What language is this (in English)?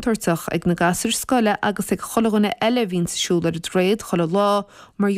Irish